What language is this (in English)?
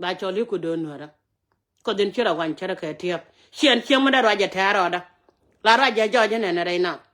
Nuer